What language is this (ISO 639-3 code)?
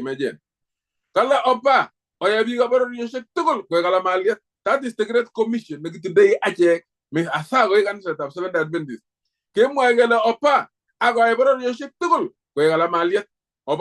kln